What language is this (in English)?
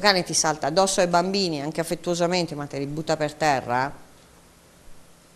Italian